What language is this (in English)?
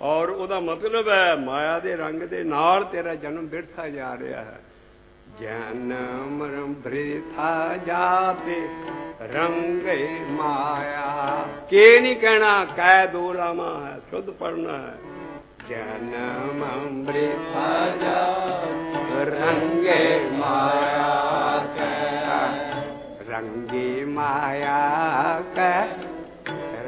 Punjabi